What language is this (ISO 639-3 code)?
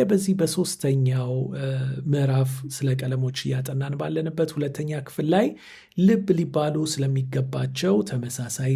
amh